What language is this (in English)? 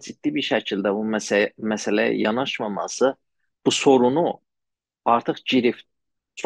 South Azerbaijani